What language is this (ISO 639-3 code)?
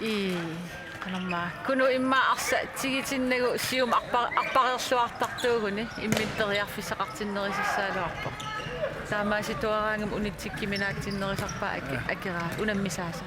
kal